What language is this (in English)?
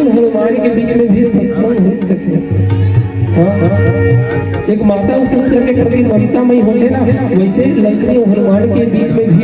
Chhattisgarhi